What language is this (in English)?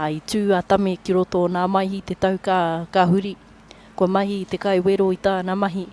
Māori